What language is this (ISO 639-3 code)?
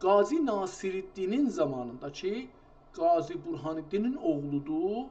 azb